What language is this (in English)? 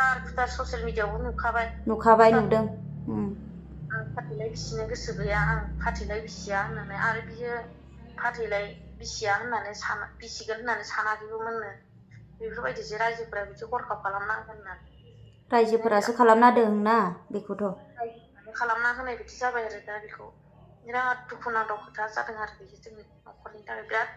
Bodo